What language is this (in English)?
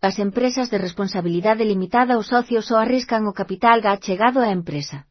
Galician